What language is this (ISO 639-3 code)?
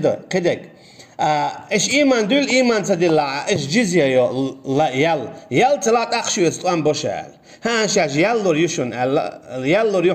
che